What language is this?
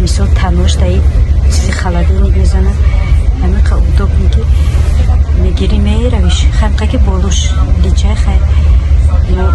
Tajik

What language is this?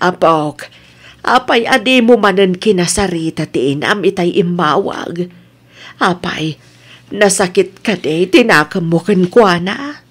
Iloko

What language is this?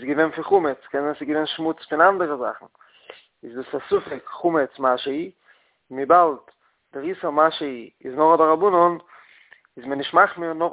Yiddish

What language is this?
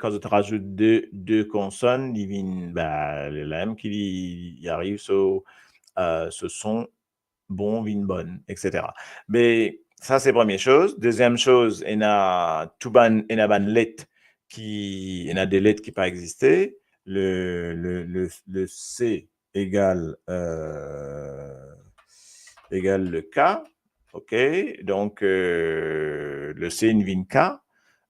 Morisyen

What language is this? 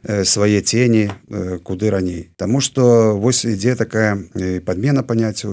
Belarusian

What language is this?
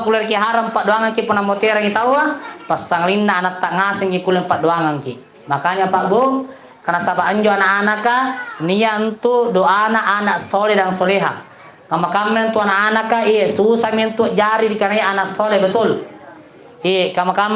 Makasar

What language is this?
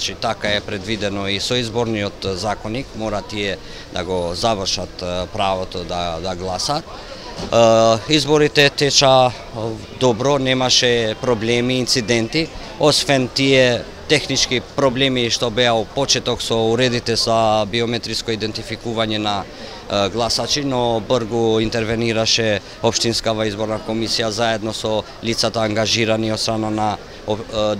Macedonian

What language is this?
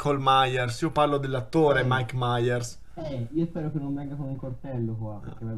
Italian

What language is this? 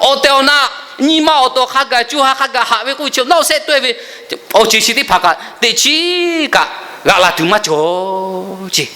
Lahu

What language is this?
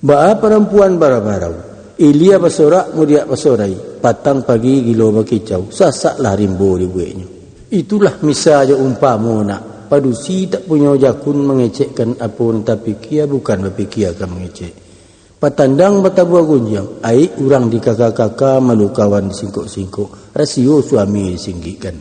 Minangkabau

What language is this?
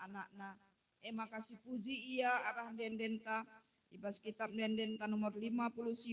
Batak Karo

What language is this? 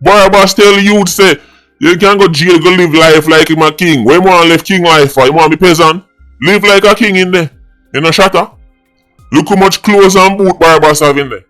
Jamaican Creole English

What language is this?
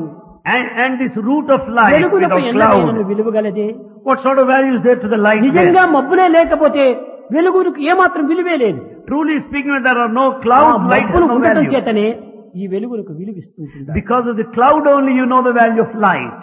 Telugu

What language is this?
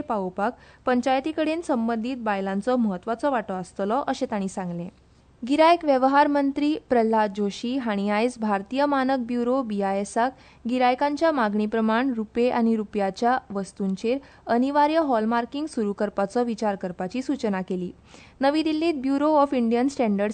Konkani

